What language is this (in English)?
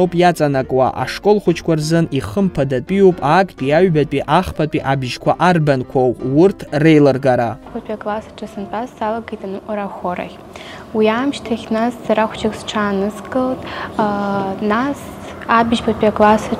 Abkhazian